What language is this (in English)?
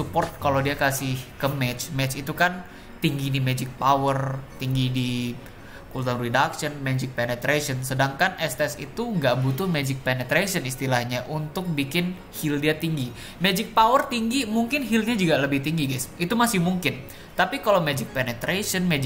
Indonesian